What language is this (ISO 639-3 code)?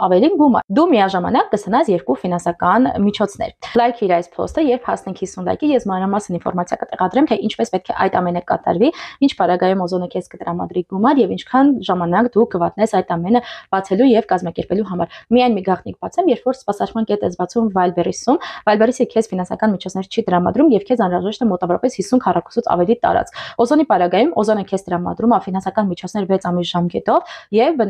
hye